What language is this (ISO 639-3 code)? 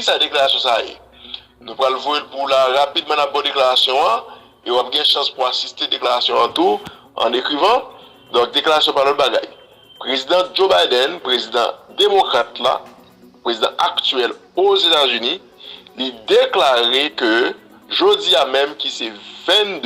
hat